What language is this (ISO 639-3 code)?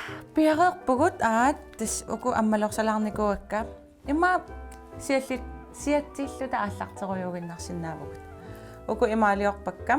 kal